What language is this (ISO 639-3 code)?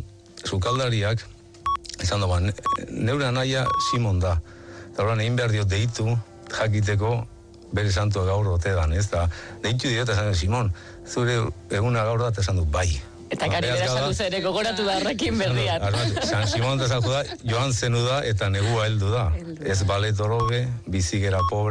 eus